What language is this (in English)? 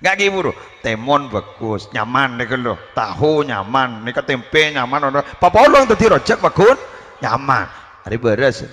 Madurese